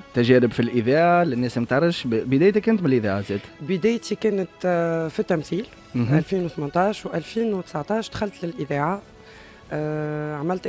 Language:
Tunisian Arabic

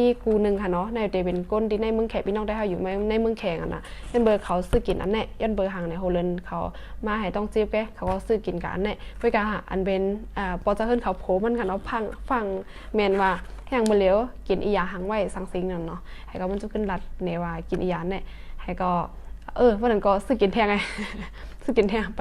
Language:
Shan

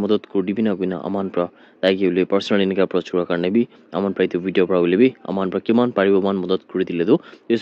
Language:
Naga Pidgin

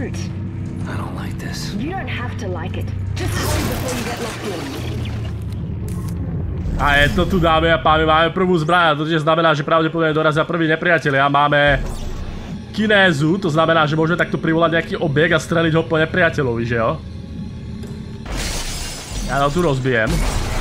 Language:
Slovak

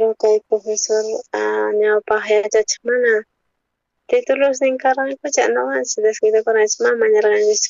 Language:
South Bolivian Quechua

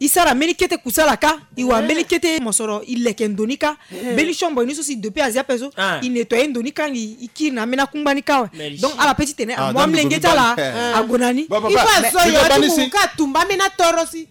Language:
Sango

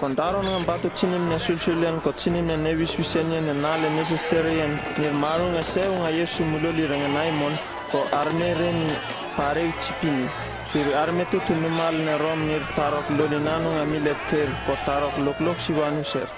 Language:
Uripiv-Wala-Rano-Atchin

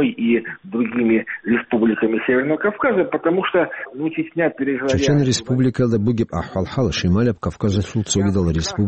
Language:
Avaric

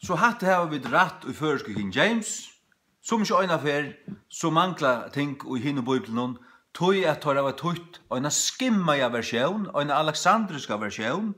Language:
Faroese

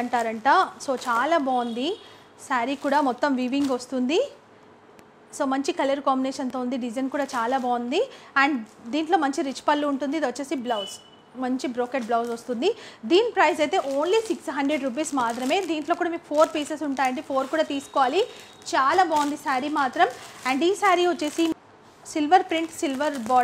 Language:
Telugu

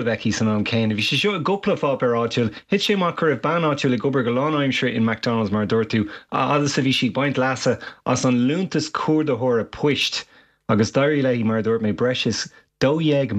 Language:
Irish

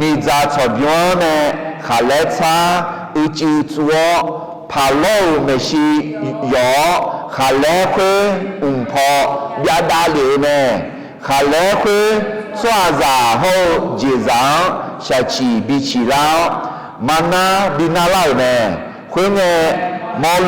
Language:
Akha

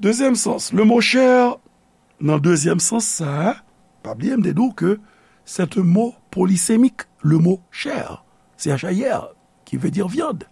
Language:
Haitian Creole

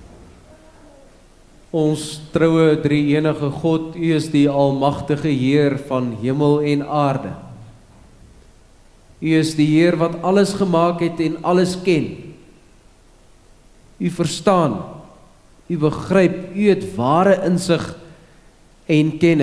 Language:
Afrikaans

